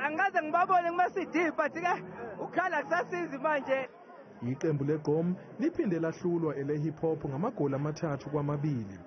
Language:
Zulu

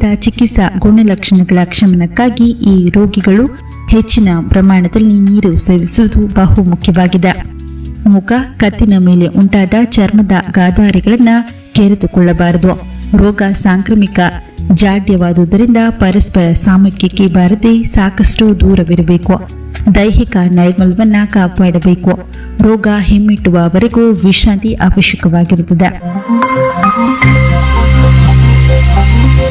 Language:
Kannada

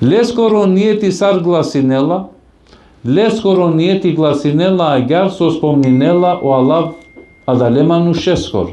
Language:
Balkan Romani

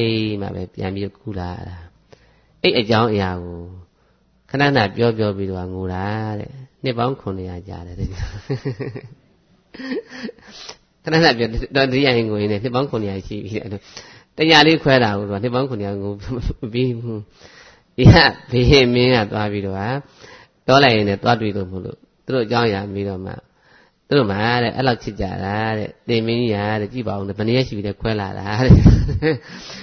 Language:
Burmese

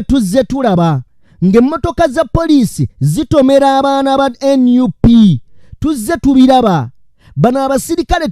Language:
Ganda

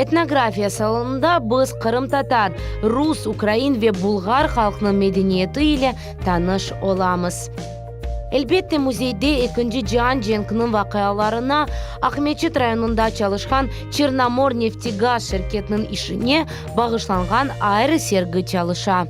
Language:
Crimean Tatar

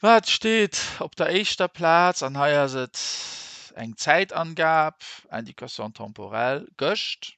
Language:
Luxembourgish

